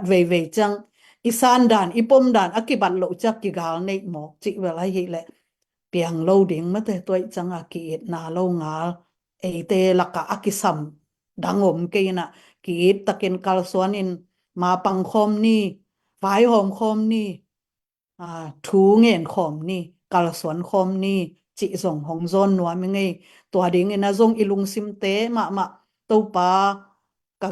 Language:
Tedim Chin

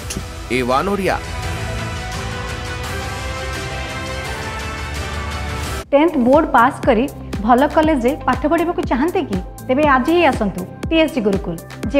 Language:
Odia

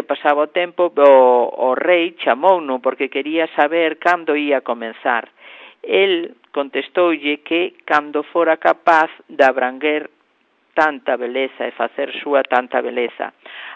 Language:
Galician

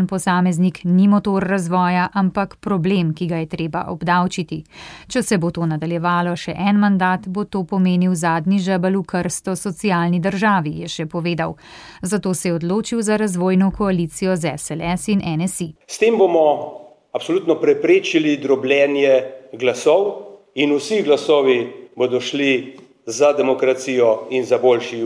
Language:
Slovenian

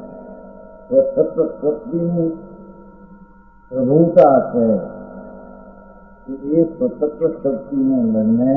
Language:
Gujarati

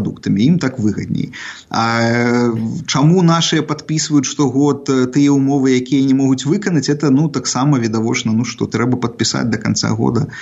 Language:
Belarusian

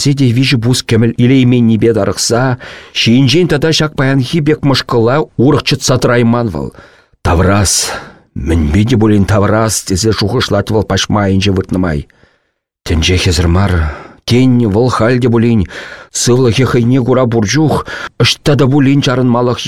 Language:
Chuvash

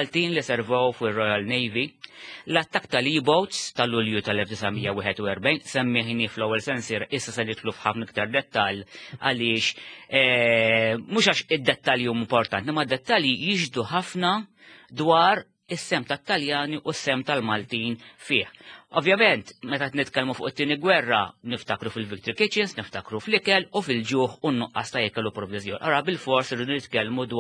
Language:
Maltese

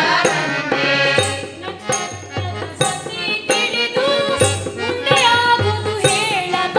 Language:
Kannada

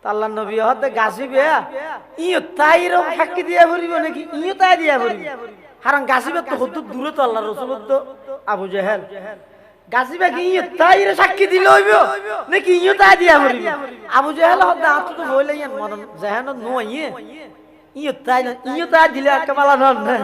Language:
Chittagonian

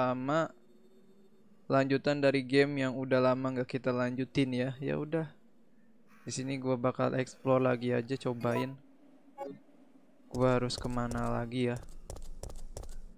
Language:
Indonesian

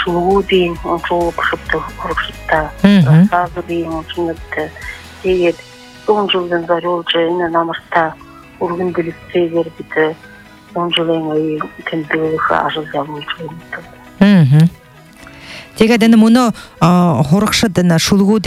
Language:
Buriat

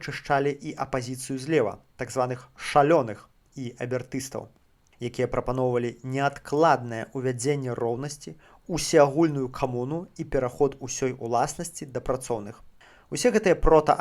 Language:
Belarusian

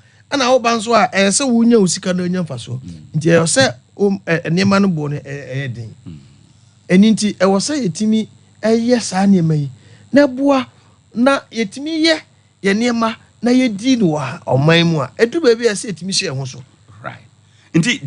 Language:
Akan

